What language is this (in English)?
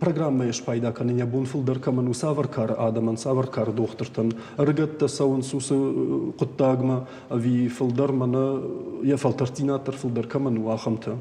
Ossetic